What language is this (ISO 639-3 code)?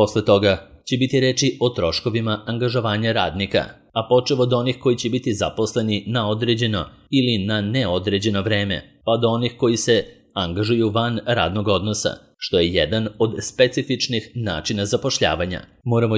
srp